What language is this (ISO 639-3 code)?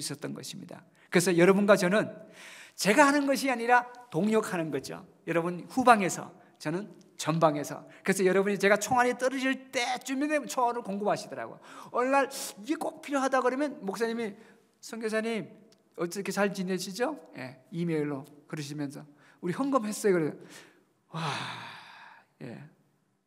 kor